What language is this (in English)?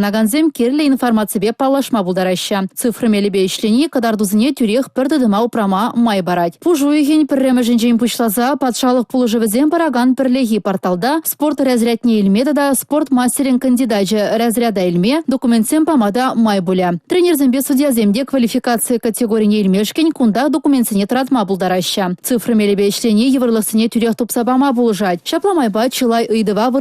Chuvash